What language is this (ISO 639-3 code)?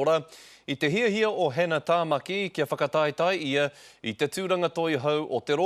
mri